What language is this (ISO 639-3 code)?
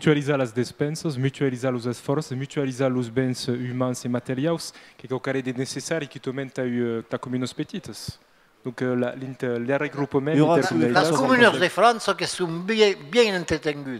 oci